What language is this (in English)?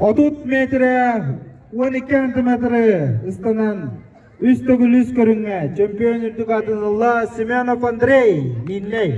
Yakut